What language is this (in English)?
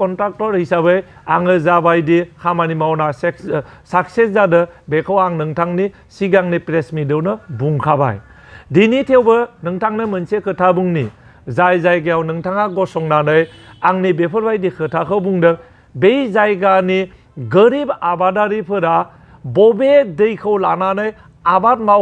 Bodo